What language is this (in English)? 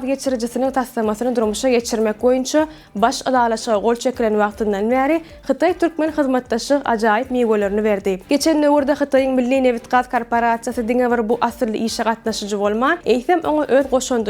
Turkmen